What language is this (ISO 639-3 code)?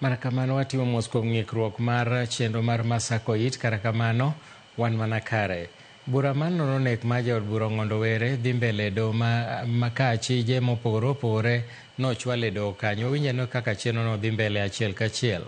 luo